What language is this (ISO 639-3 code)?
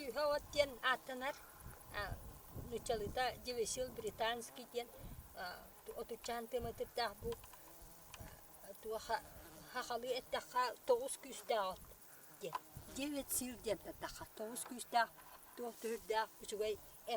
sah